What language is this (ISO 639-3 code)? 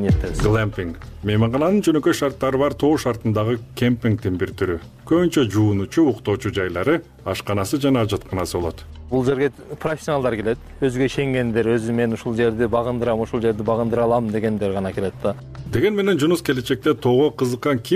kir